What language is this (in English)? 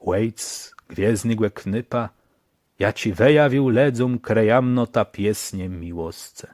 Kashubian